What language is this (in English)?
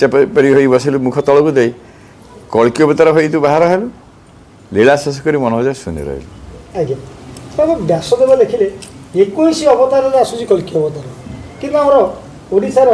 Odia